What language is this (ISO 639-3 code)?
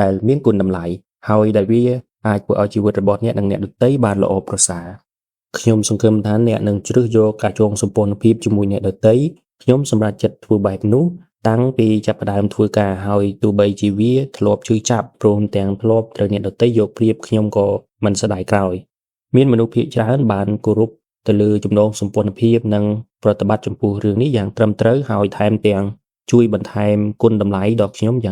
khm